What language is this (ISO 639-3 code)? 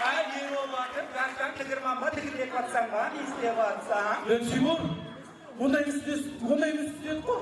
kaa